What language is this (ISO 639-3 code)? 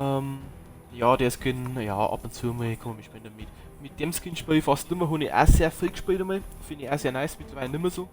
bar